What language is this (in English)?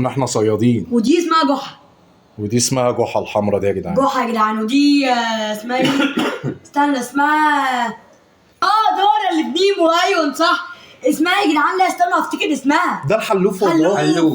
Egyptian Arabic